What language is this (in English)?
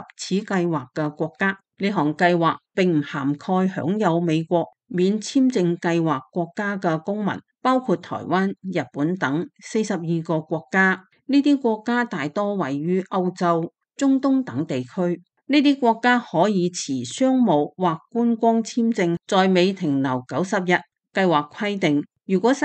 Cantonese